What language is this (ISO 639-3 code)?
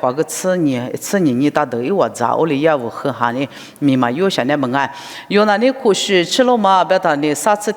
lis